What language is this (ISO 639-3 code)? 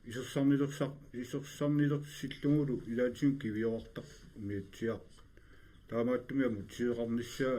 kal